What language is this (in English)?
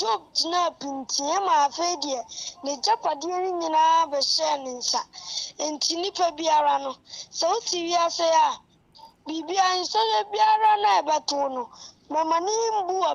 Akan